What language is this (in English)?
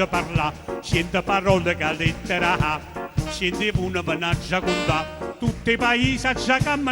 Neapolitan